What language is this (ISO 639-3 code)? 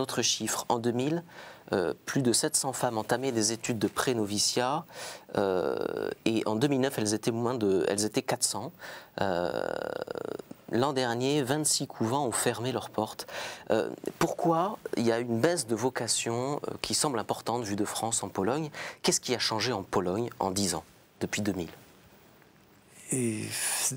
fra